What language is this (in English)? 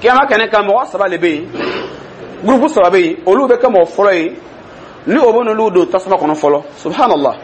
Dyula